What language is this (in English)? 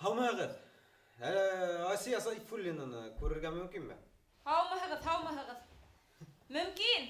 Bashkir